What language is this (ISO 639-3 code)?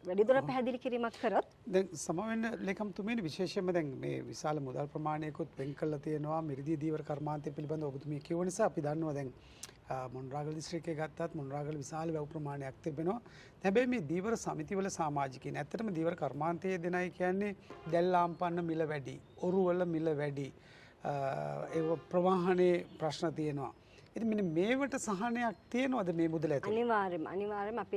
sin